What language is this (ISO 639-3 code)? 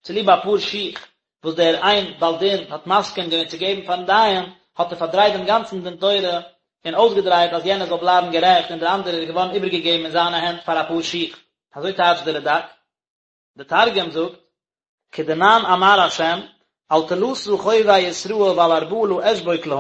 yid